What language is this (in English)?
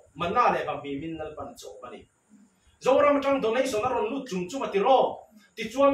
Vietnamese